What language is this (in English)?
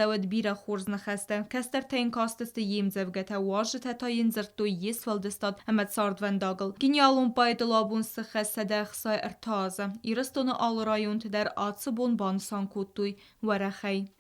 Ossetic